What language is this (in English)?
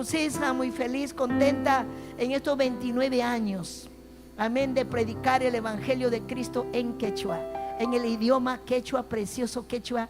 Ayacucho Quechua